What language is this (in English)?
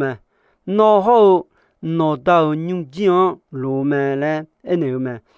Akha